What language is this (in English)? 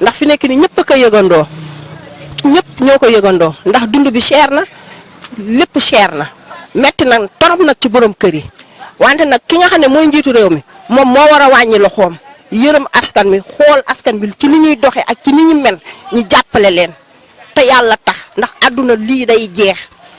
Wolof